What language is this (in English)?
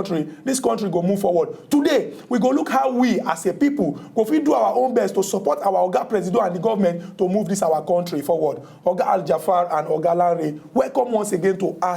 Nigerian Pidgin